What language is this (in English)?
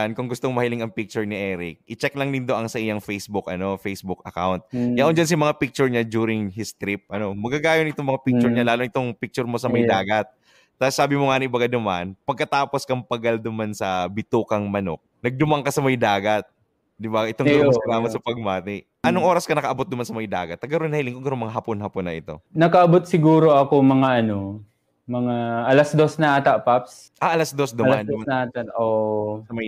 Bikol